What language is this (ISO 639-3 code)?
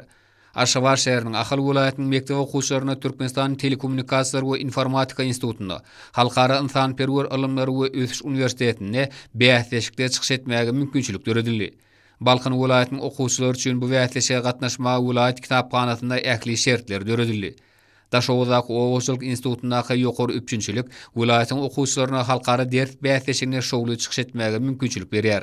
tuk